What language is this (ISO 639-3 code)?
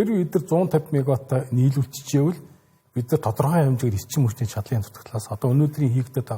mon